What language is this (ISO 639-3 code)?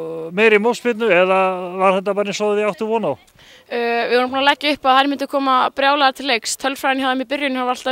isl